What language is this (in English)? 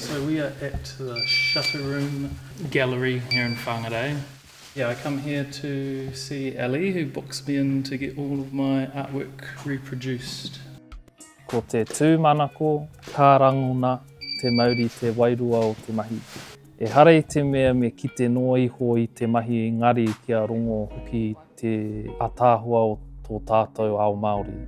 Māori